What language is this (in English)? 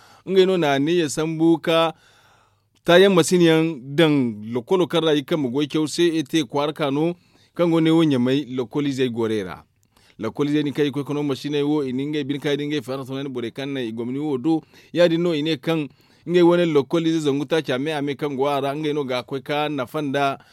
Zarma